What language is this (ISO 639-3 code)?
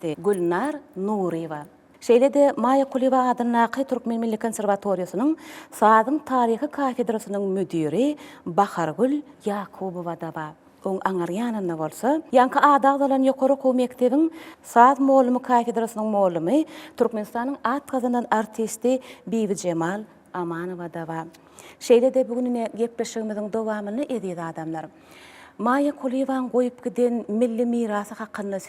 tuk